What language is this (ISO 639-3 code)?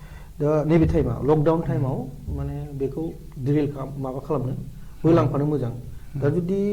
brx